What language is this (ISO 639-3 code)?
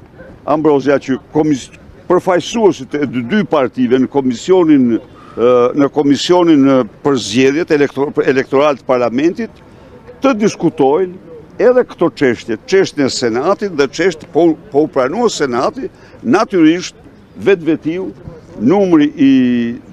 sqi